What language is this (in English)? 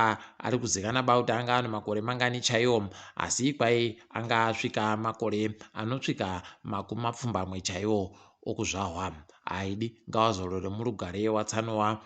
Ndau